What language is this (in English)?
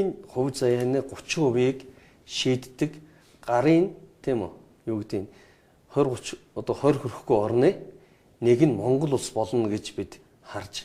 Mongolian